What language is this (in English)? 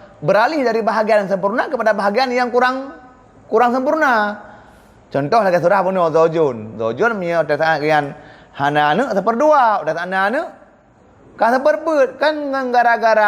Achinese